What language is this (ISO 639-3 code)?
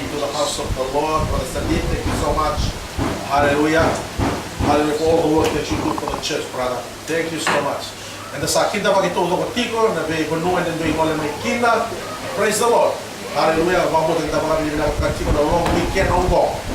fij